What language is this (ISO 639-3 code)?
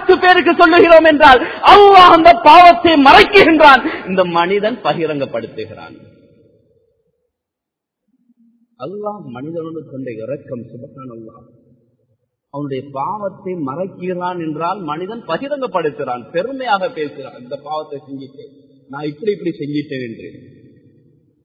tam